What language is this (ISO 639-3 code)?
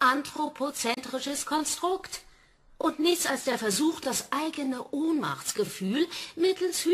deu